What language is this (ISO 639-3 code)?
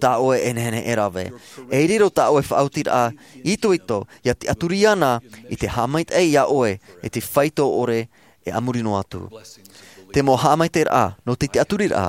tah